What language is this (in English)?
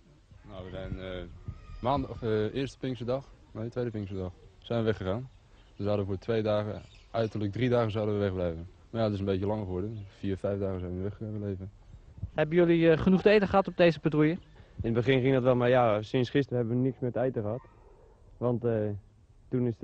Dutch